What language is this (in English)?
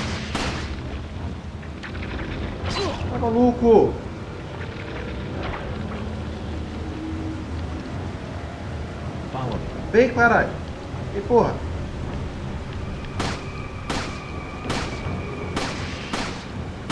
Portuguese